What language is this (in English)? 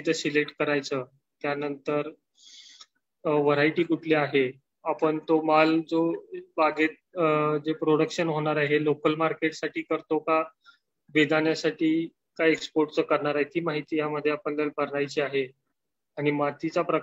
Marathi